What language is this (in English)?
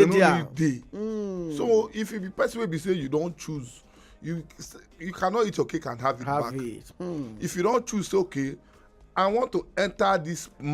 Nigerian Pidgin